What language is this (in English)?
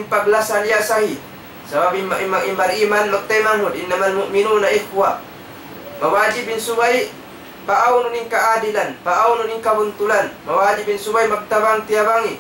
Tausug